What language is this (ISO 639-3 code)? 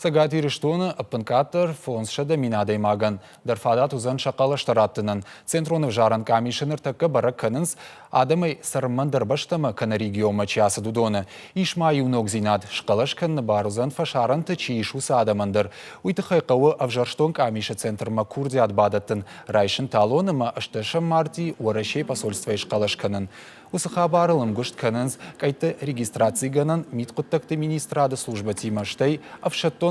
oss